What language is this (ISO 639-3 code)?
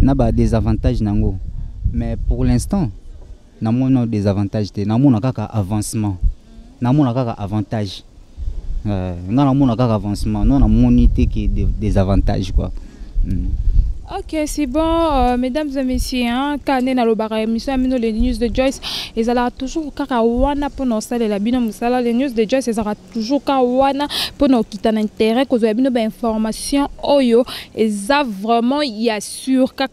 lin